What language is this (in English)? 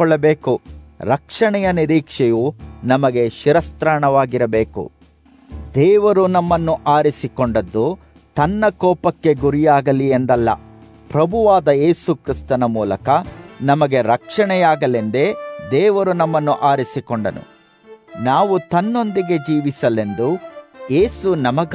Kannada